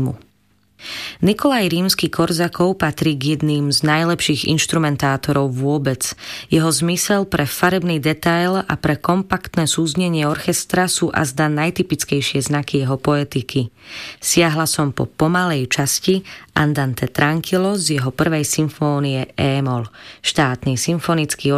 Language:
Slovak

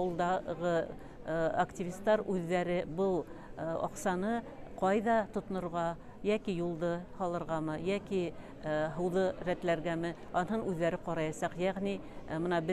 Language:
Bashkir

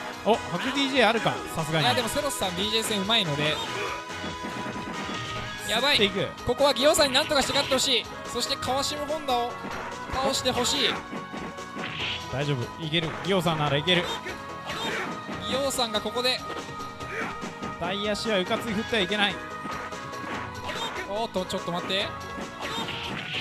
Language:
Japanese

